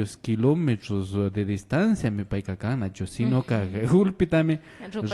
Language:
Imbabura Highland Quichua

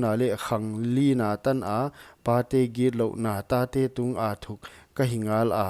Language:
Paite Chin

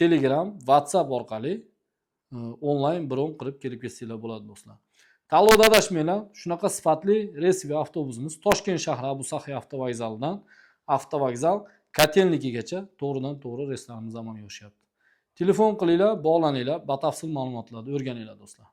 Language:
Uzbek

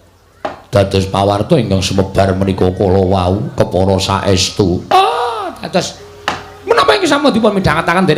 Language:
Javanese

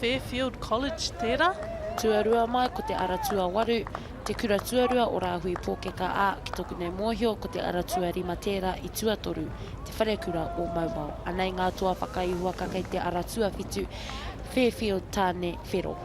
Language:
Māori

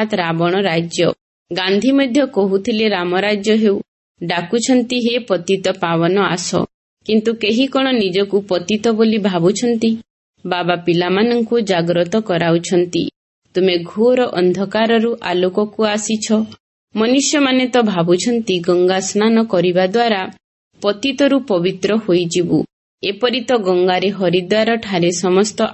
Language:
Odia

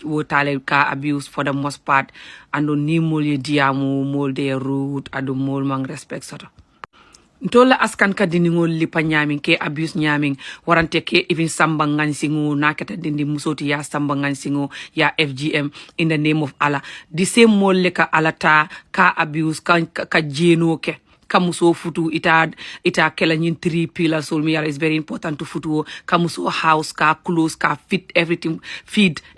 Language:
Wolof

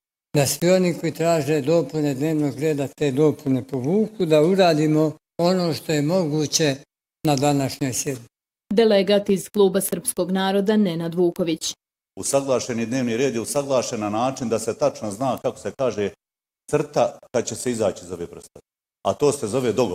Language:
Bosnian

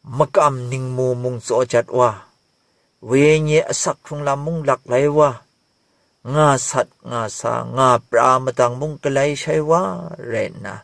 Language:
Kachin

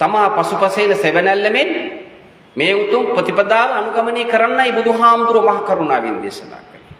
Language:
Sinhala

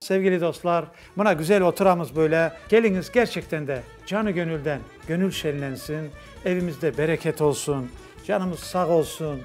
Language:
Crimean Tatar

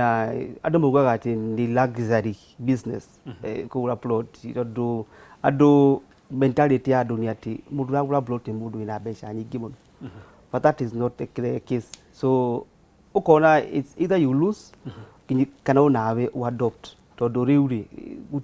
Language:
Kikuyu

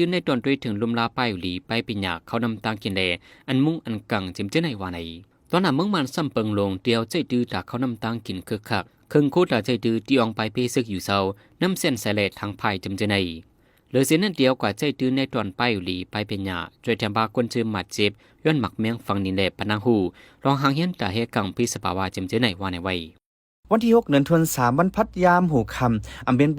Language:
Shan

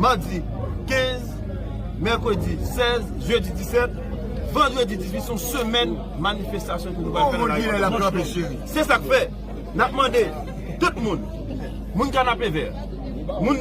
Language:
Haitian Creole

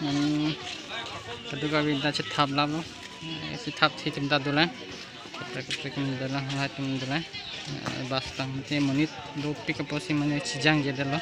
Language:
Karbi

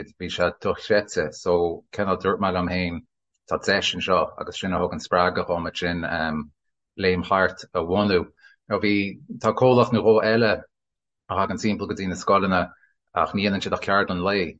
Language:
Irish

